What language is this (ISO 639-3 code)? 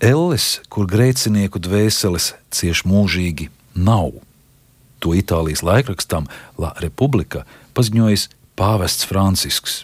lav